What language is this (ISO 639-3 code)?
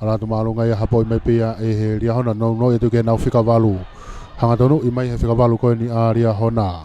ton